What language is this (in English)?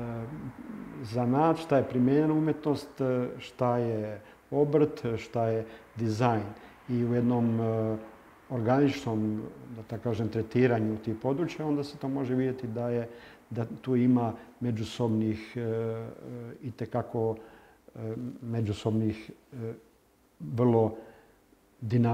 Croatian